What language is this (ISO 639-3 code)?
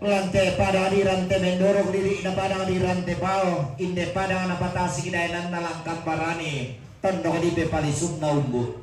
sda